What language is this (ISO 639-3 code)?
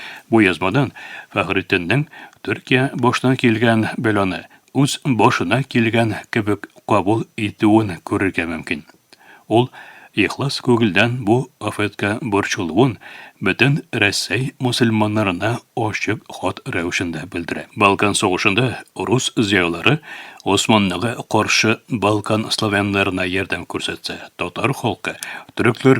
tat